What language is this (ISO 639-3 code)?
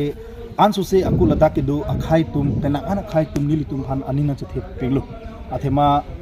mjw